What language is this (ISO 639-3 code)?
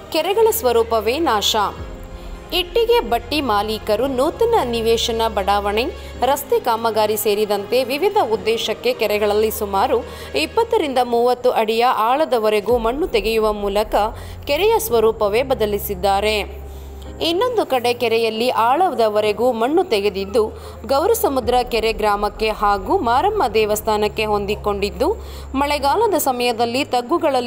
kan